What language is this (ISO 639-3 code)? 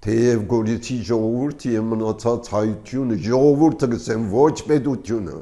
hye